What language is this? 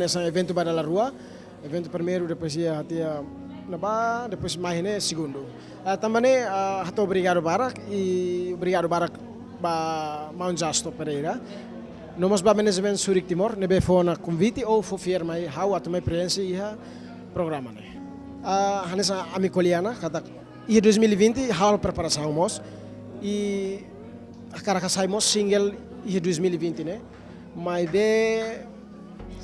Tetum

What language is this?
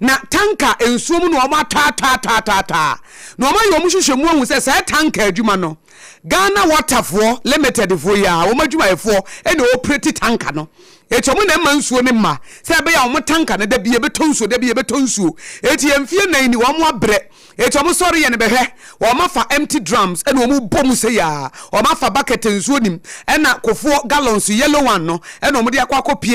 Akan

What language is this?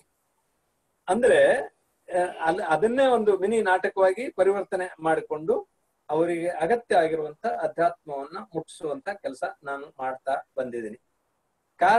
Kannada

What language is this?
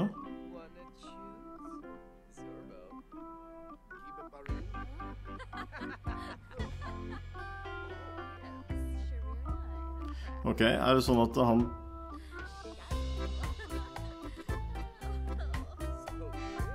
Norwegian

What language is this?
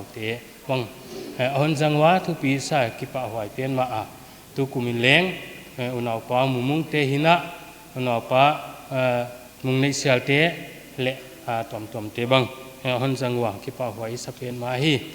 Paite Chin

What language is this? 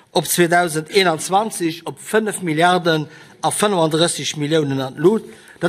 Luxembourgish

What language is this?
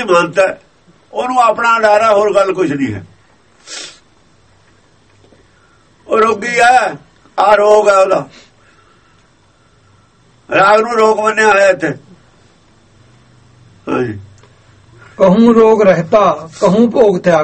Punjabi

